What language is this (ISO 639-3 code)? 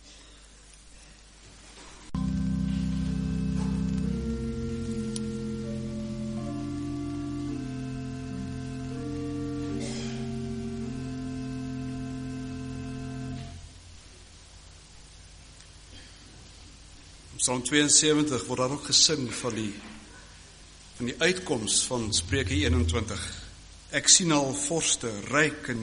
afr